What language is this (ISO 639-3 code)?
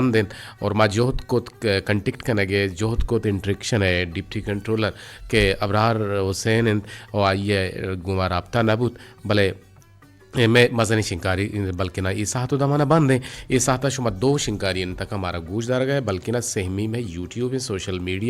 bgp